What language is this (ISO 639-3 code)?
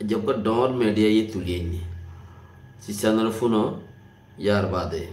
rhg